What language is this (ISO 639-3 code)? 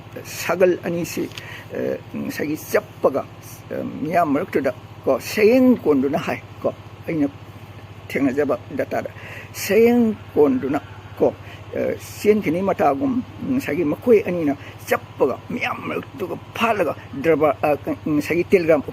mni